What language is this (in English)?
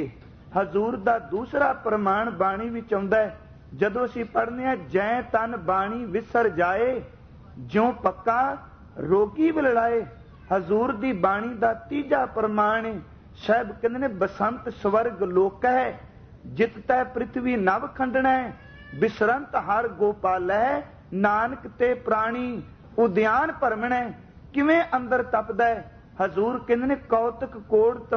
Punjabi